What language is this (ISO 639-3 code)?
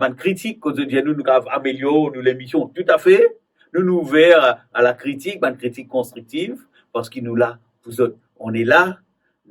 mfe